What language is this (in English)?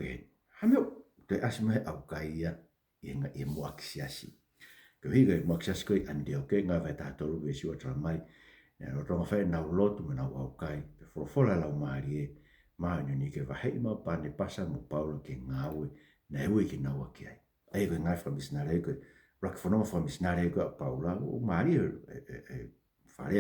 Tongan